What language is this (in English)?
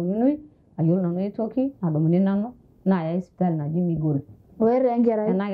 Masai